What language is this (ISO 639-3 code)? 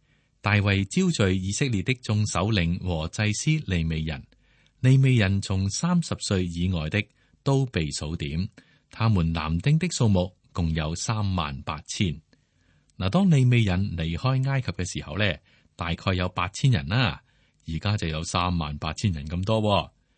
yue